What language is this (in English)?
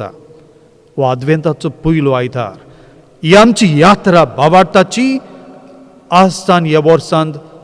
Konkani